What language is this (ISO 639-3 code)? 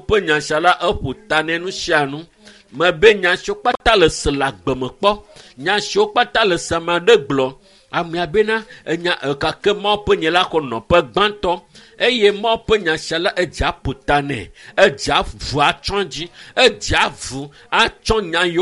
ewe